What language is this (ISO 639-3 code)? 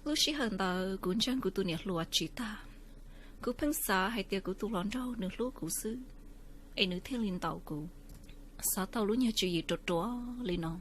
hmn